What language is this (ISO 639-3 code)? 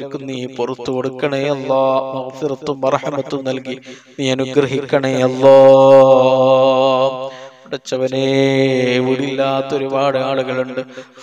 mal